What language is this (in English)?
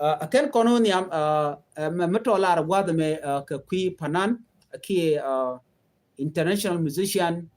Nuer